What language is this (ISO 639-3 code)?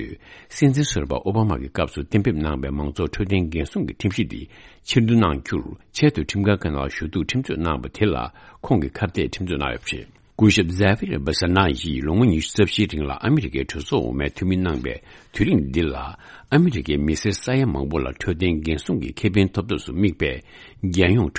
bod